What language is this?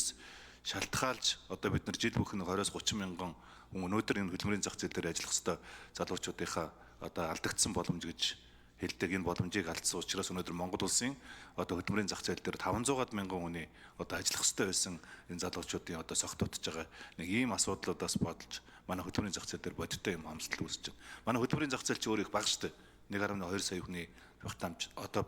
Mongolian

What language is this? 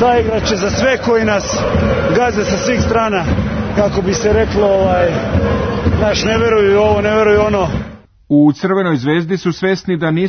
Serbian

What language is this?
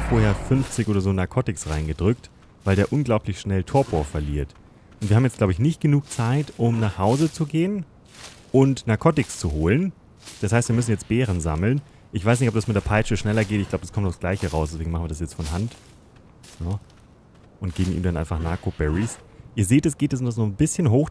German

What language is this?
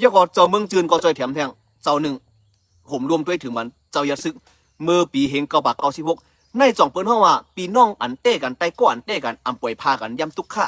Shan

